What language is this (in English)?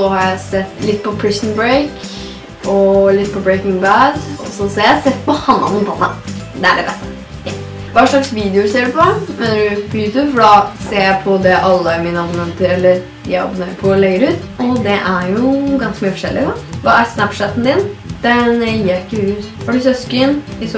Norwegian